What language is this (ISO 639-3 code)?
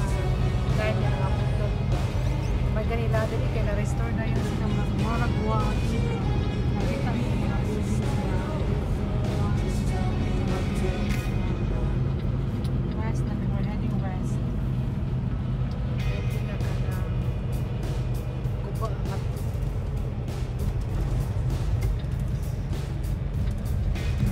ceb